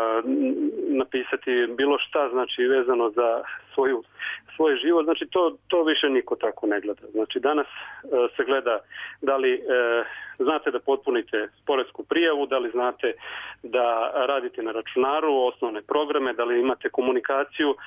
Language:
Serbian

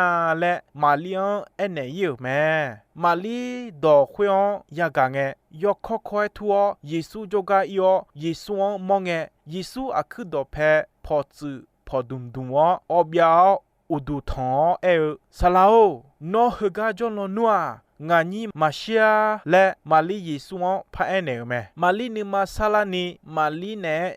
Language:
Akha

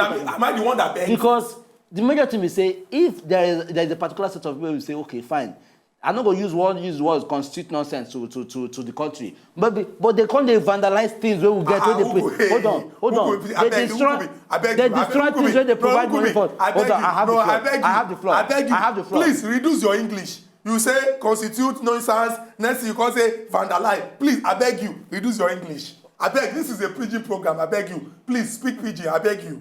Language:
Nigerian Pidgin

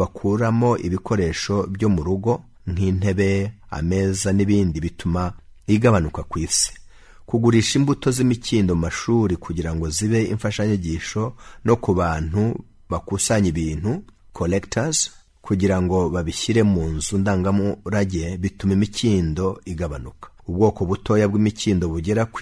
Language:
Kinyarwanda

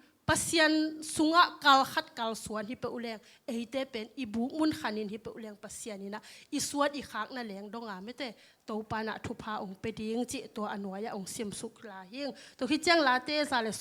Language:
Tedim Chin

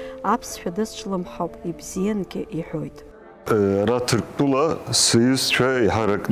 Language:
Abkhazian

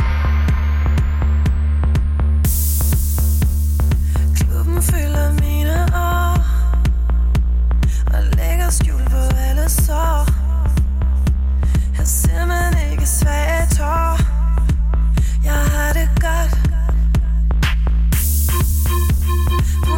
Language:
Danish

